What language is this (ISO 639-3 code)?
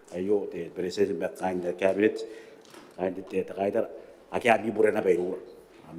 gil